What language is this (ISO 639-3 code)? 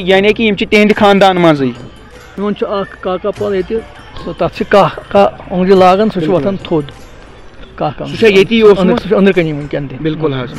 kas